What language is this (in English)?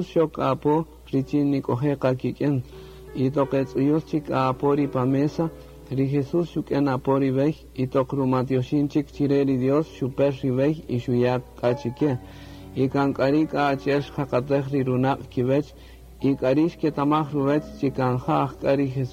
Kaqchikel